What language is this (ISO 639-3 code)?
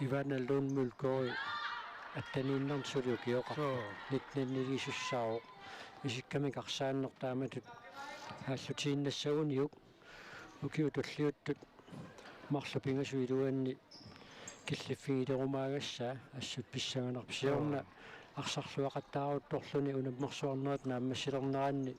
kal